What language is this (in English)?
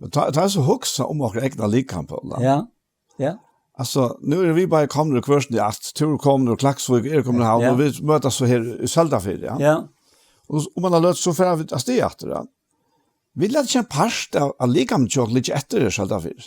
Faroese